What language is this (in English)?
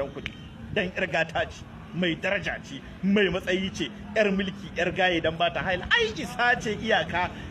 Hausa